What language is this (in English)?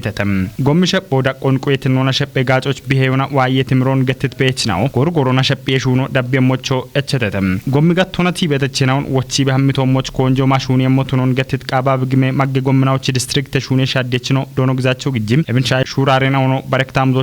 Kafa